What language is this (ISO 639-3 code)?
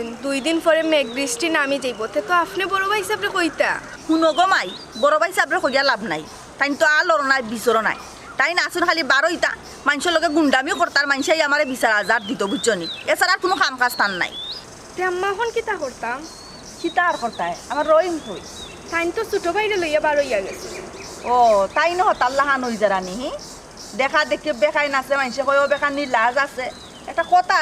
syl